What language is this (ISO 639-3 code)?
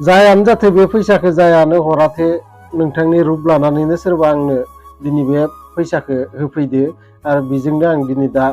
brx